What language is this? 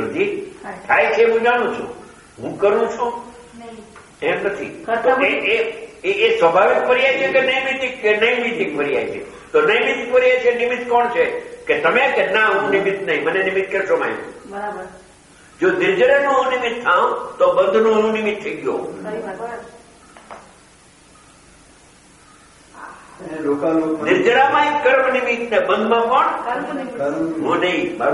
Gujarati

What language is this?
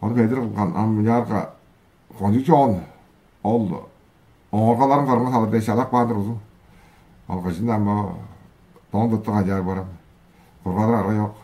Tuvinian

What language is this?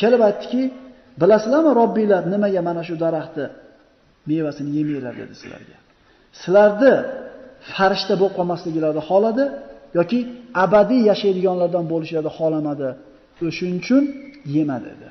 Uzbek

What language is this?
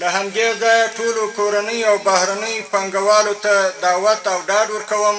Pashto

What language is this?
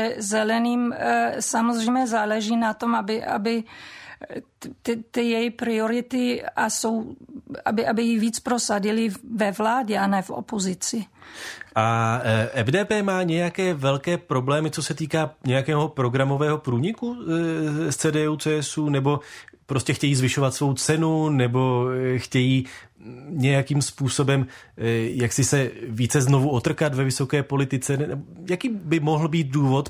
Czech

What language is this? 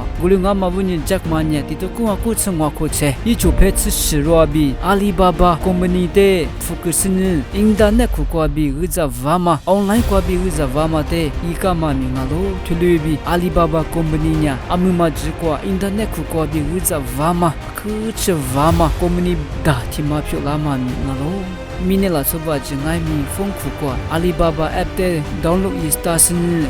Lisu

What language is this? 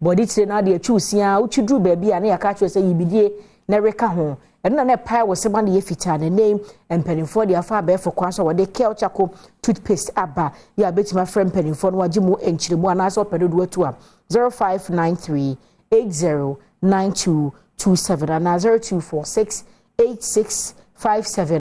Akan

